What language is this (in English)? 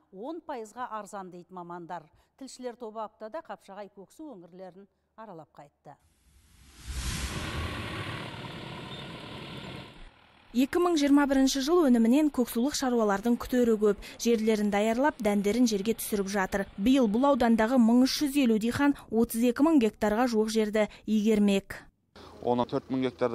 Kazakh